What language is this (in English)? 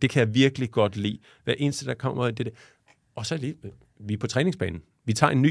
Danish